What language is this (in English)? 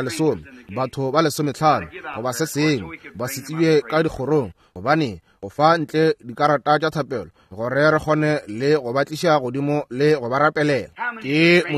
Northern Sotho